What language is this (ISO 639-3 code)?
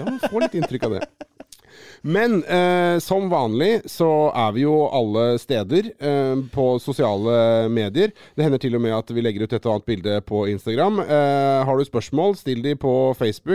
nor